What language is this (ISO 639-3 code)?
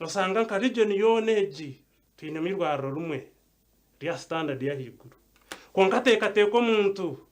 nyn